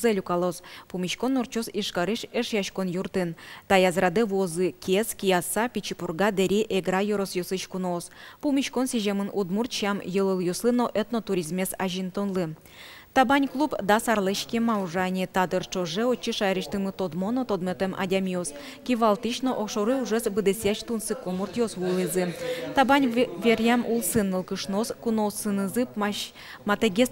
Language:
Udmurt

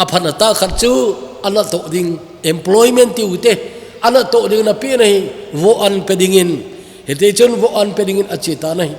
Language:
Thado Chin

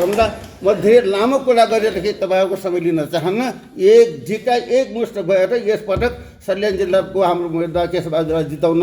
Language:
Nepali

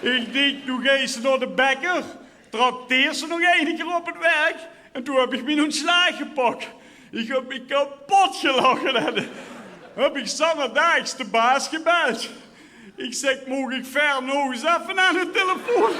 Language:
Limburgish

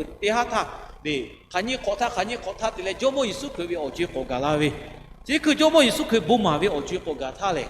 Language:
Lahu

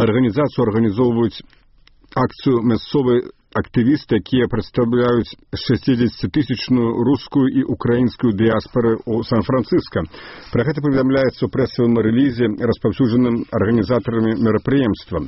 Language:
Belarusian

